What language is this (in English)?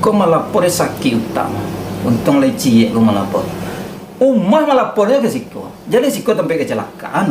Minangkabau